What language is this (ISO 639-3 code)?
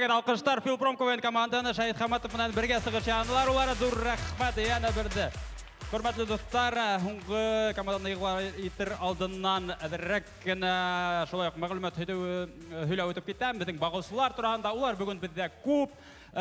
bak